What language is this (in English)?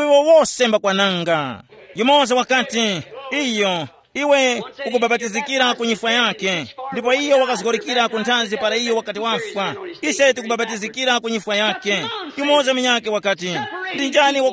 Tumbuka